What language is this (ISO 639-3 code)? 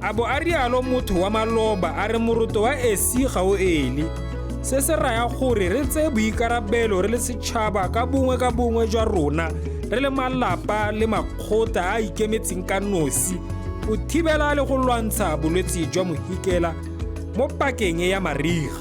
tsn